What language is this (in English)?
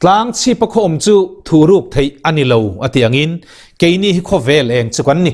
Mizo